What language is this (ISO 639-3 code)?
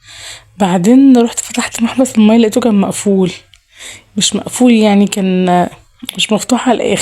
arz